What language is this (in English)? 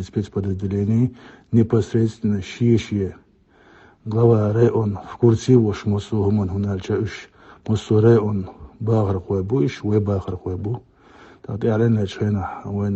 Chechen